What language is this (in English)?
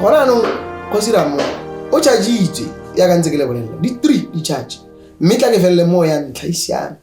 Tswana